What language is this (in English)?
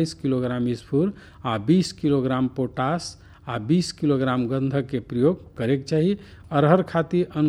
Bhojpuri